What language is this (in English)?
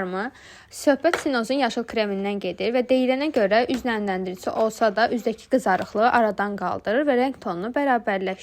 Azerbaijani